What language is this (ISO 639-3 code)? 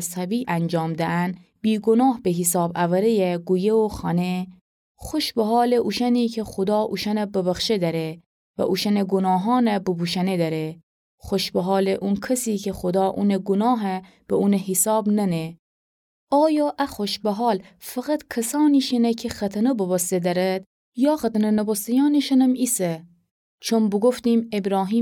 glk